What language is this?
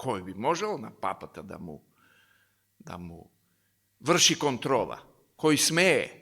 Macedonian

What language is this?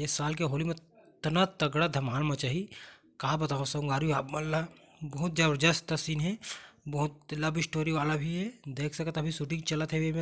Chhattisgarhi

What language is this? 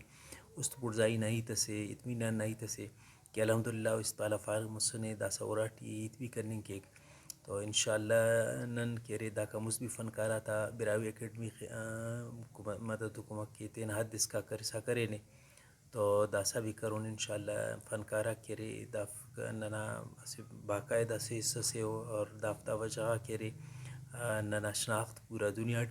Brahui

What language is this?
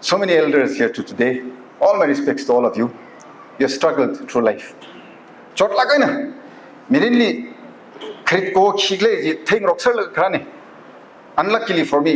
Tangkhul Naga (India)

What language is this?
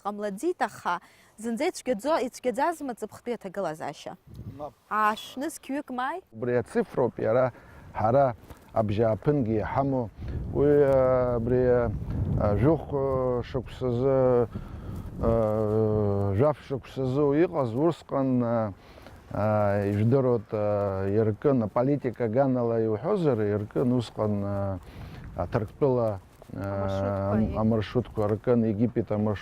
Abkhazian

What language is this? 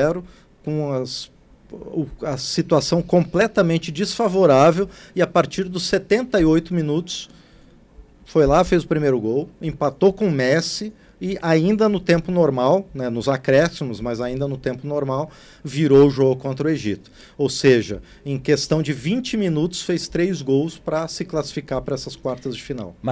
Portuguese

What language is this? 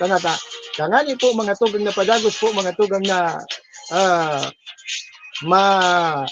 Bikol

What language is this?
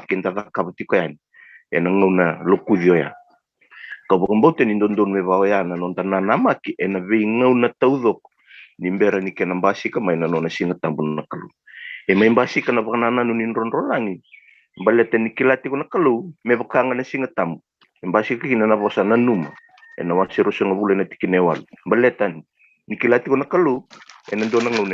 Fijian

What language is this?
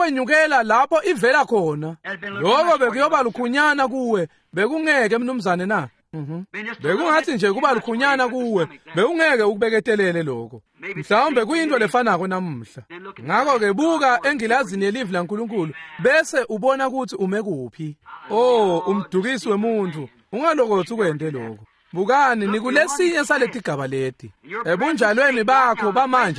Swati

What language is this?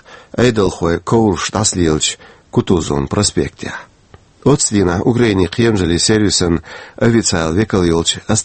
Chechen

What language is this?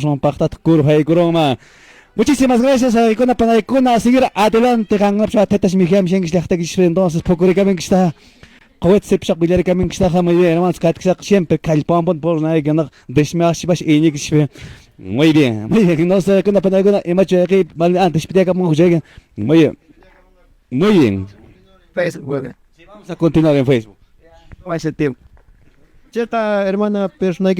Quechua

